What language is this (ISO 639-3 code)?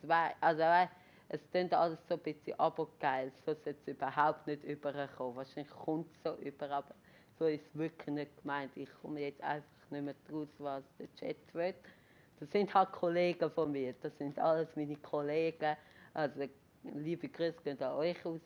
gsw